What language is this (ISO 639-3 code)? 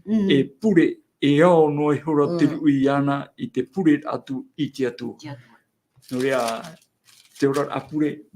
tah